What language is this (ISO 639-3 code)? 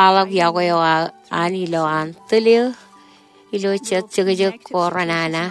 mah